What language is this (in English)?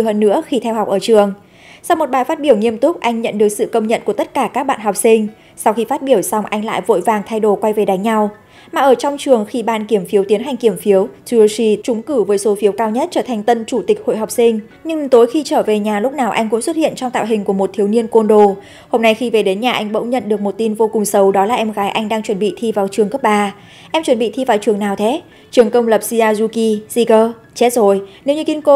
Vietnamese